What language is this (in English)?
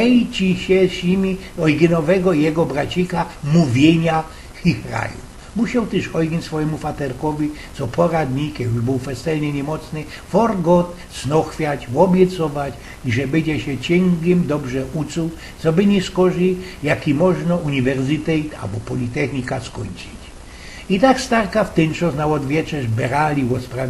Silesian